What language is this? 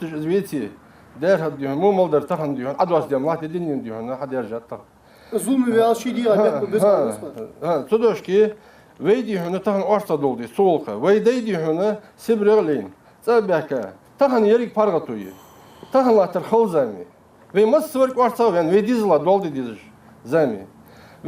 Ingush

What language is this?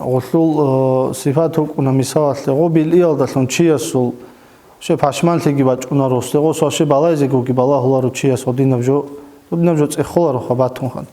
Avaric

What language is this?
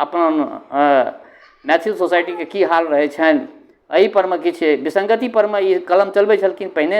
Maithili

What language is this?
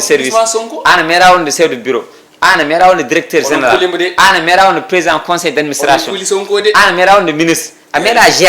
Fula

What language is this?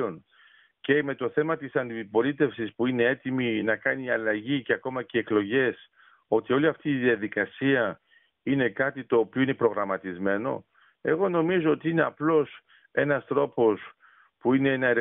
Greek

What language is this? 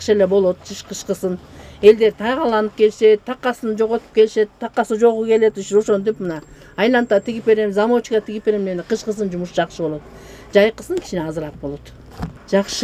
Kyrgyz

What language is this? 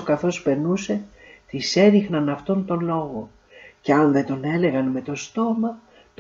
Greek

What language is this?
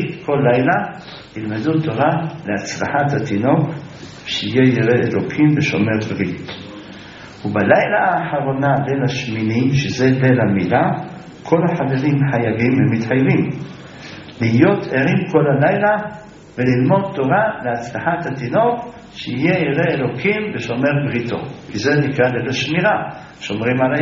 Hebrew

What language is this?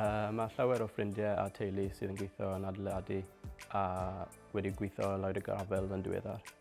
Welsh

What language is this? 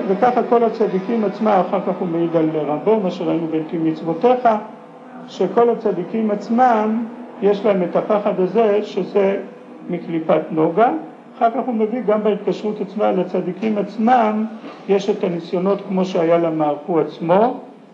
Hebrew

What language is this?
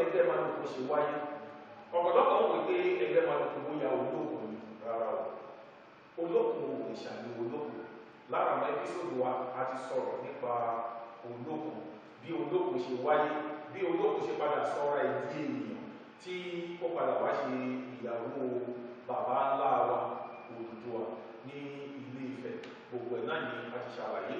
Yoruba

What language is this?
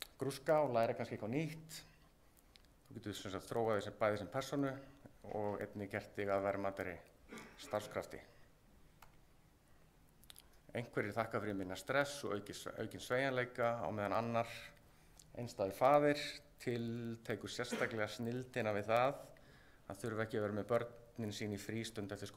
Icelandic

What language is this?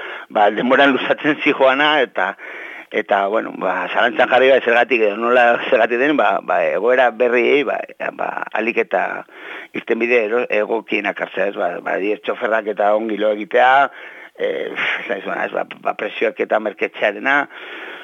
Basque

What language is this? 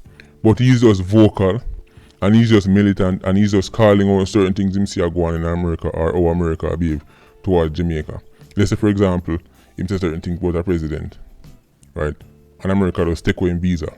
Jamaican Creole English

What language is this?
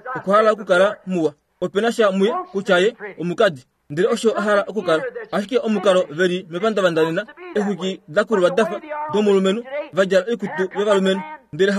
Kuanyama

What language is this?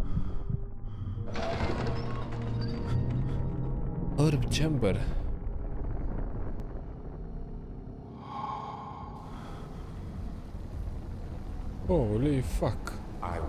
Bulgarian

